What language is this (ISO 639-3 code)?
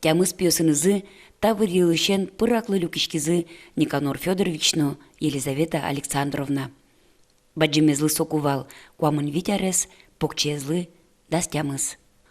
udm